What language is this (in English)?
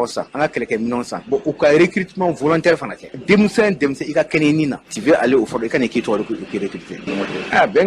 Bambara